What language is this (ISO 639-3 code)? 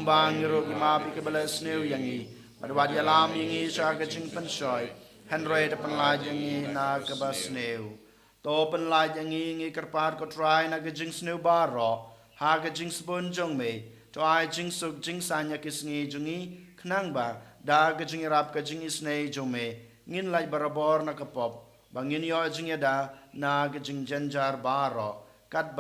kha